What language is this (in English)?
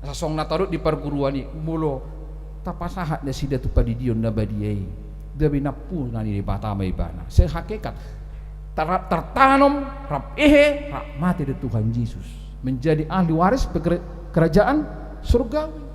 Batak Toba